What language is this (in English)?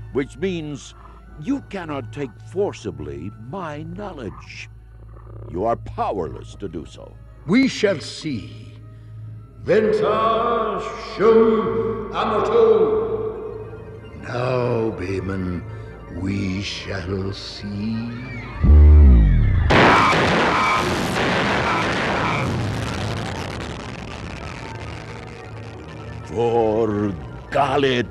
English